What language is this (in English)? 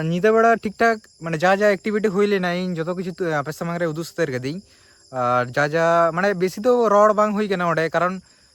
Santali